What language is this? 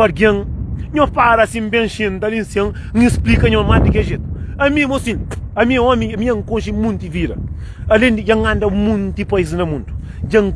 Kabuverdianu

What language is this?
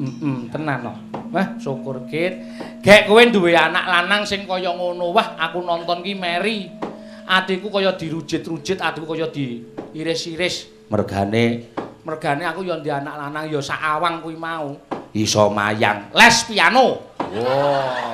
Javanese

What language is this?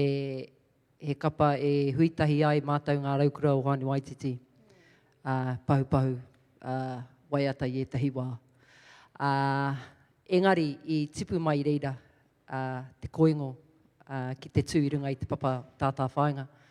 Māori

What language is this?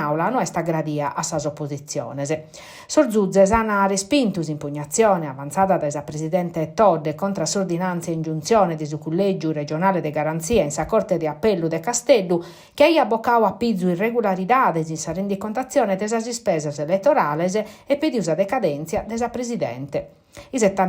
Sardinian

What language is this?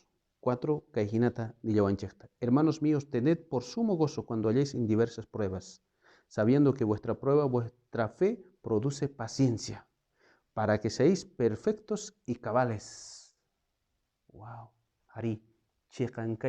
South Bolivian Quechua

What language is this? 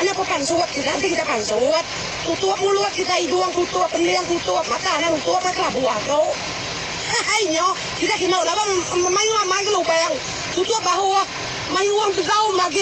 Iban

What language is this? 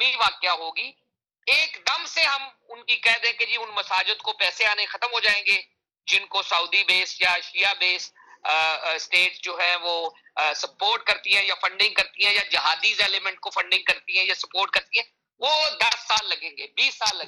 Urdu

